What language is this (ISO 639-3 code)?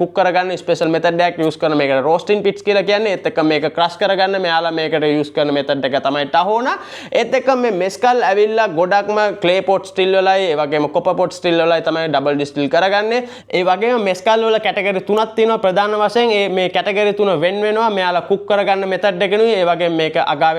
sin